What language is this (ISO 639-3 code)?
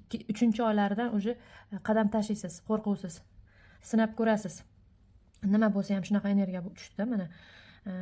uzb